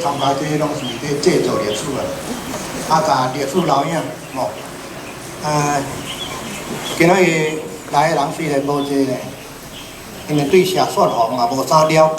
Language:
Min Nan Chinese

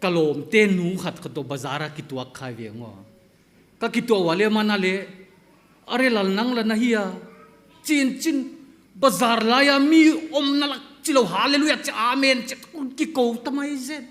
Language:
Paite Chin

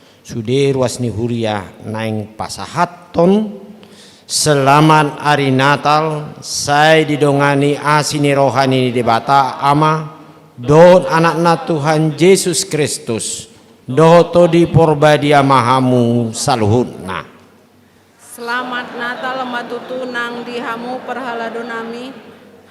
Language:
Batak Toba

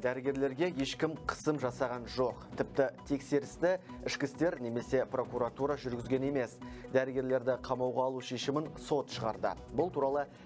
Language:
Kazakh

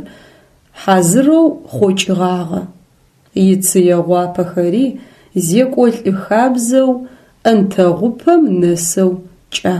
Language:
Adyghe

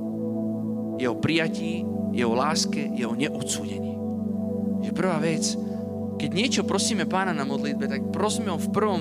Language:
Slovak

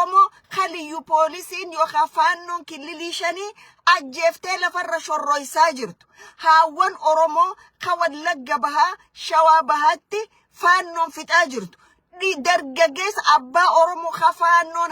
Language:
Oromo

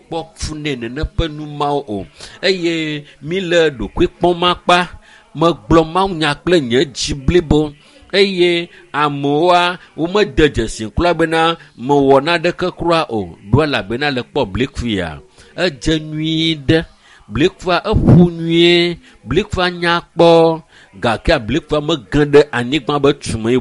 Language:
Ewe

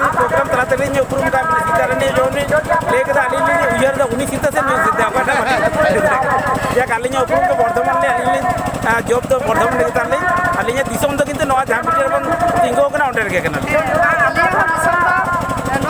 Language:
Santali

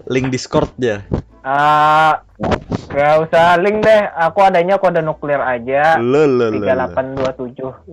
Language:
Banjar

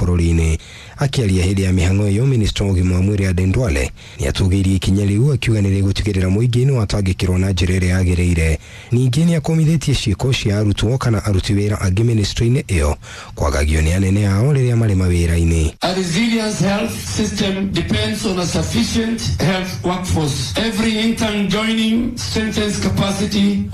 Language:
Kikuyu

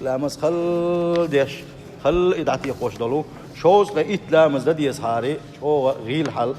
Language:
Chechen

